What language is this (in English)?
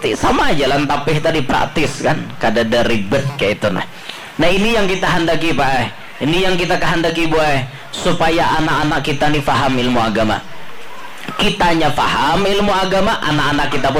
Banjar